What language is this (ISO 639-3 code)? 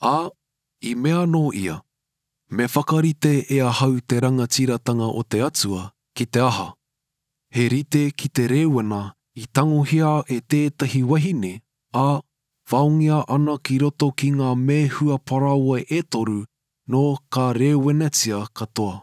mri